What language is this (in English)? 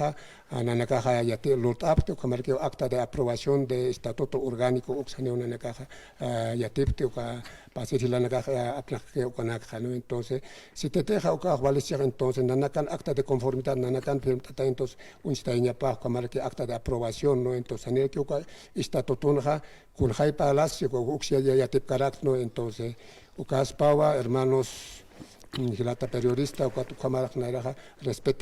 Aymara